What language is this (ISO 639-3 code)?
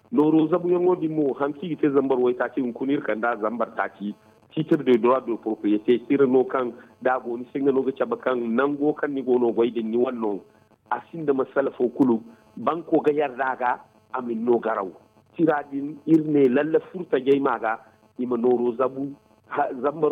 dje